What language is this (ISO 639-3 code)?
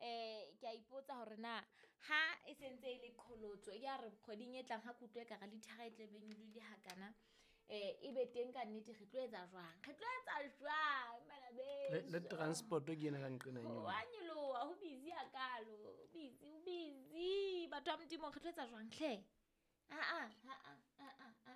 sot